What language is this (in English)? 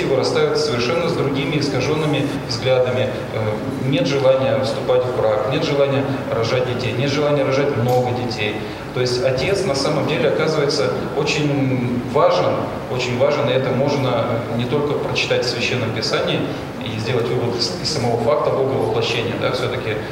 Russian